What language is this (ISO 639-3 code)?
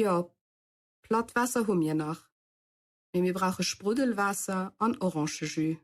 ltz